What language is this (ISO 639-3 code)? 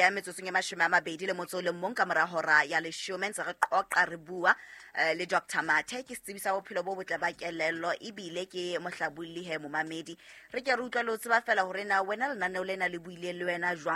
sot